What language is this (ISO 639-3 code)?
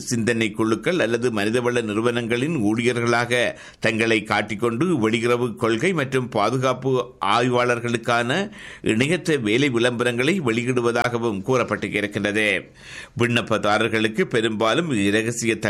tam